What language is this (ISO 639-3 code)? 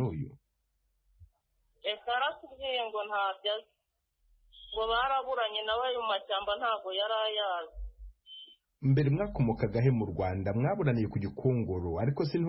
kin